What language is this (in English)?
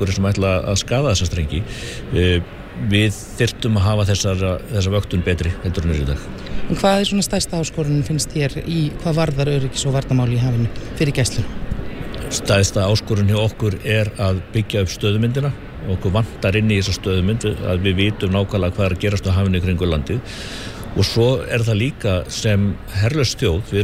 Icelandic